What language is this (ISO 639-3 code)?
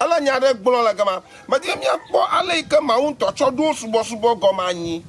ewe